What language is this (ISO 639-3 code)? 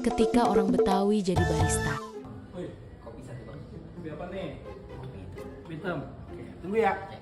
bew